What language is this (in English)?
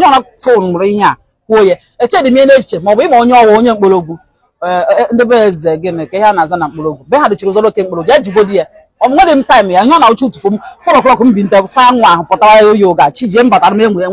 Igbo